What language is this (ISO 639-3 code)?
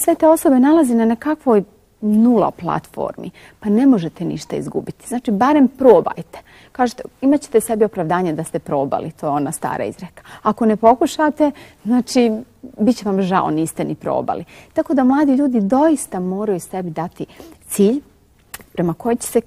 bos